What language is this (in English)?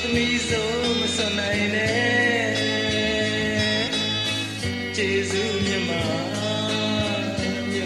Burmese